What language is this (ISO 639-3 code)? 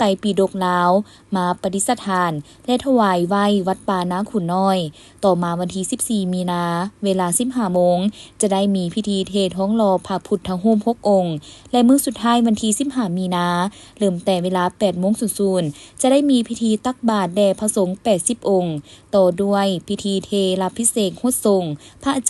lao